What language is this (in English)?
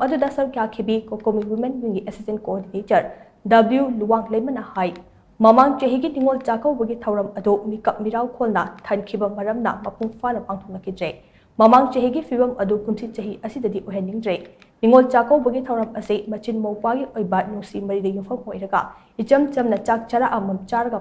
Manipuri